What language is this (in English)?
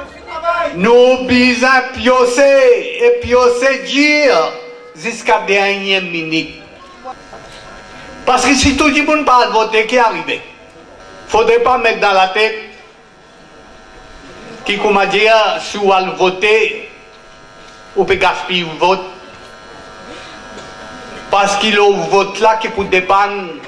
French